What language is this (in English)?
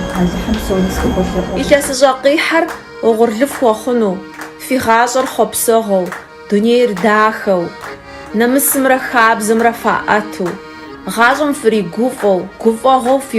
Kabardian